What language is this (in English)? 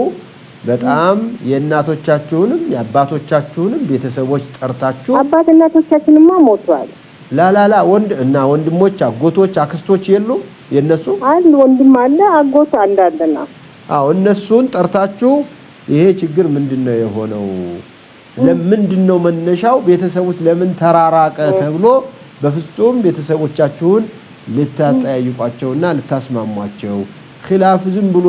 Amharic